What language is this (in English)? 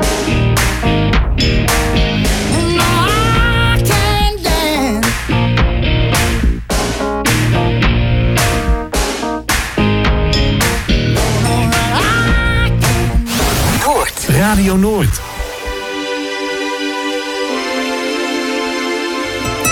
Dutch